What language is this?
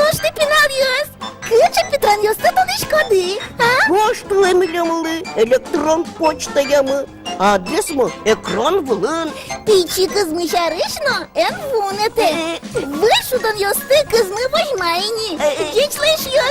Udmurt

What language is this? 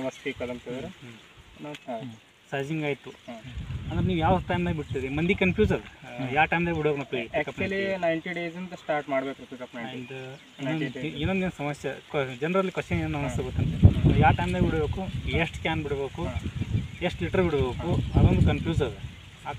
Kannada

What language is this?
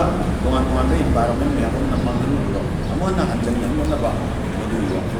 Manipuri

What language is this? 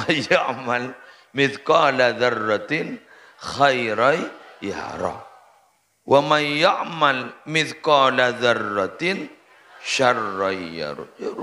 Madurese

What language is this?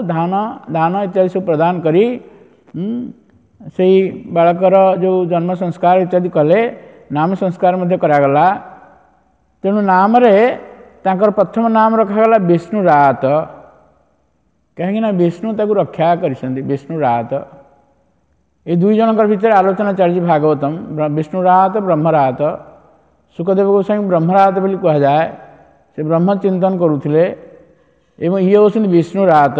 Odia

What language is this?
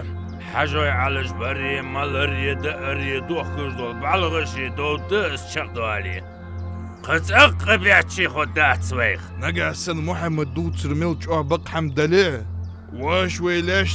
Ingush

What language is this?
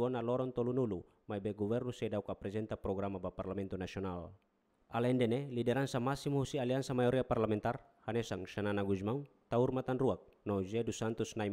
Tetum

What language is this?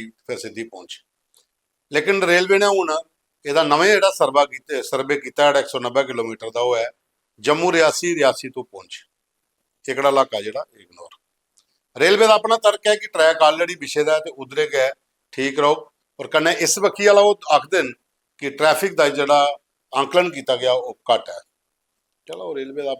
Dogri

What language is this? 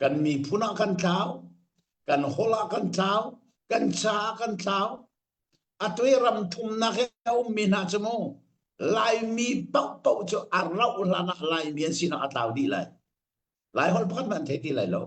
Hakha Chin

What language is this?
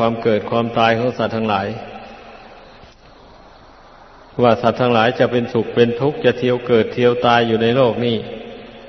Thai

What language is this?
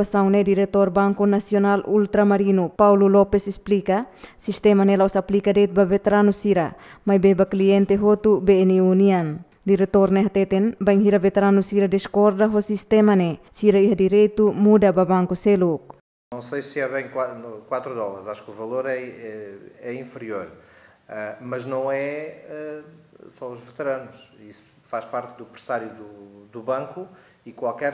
Tetum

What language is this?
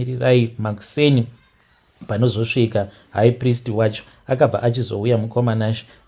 Shona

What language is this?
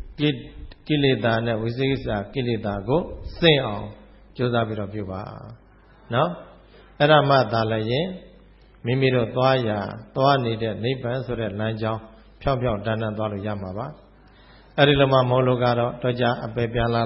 Burmese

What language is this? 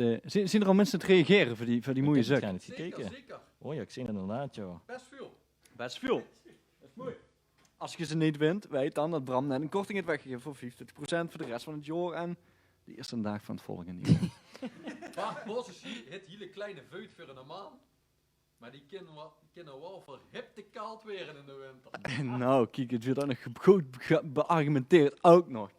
Limburgish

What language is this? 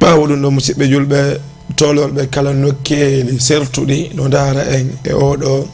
Fula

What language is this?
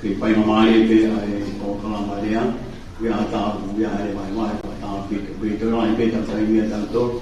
Tongan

